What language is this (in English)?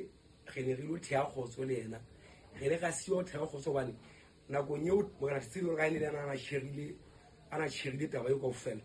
Southern Sotho